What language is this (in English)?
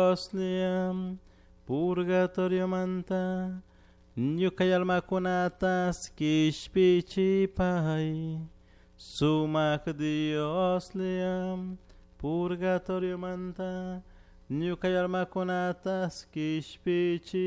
Chimborazo Highland Quichua